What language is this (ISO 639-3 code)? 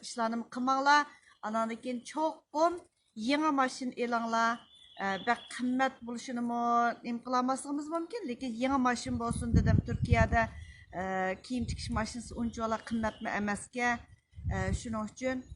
uig